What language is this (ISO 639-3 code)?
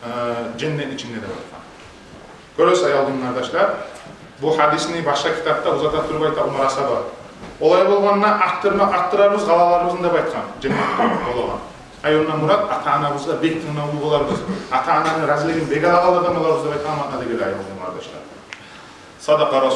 kum